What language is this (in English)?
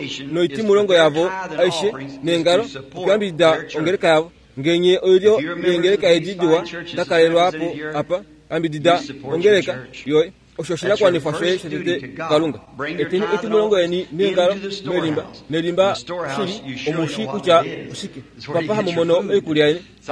Kuanyama